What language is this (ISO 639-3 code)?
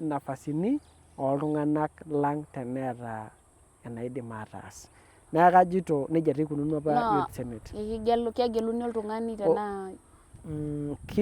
mas